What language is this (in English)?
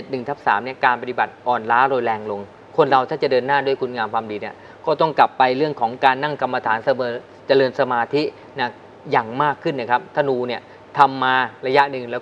Thai